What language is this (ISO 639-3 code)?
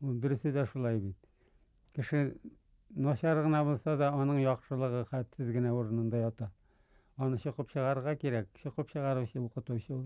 bak